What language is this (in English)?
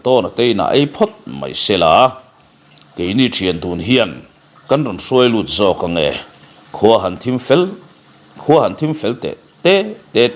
Mizo